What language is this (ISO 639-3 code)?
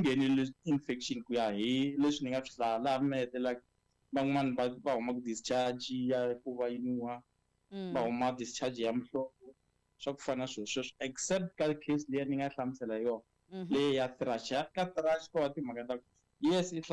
tso